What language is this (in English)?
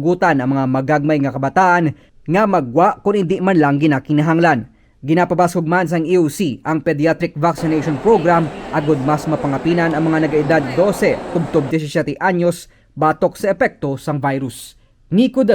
Hiligaynon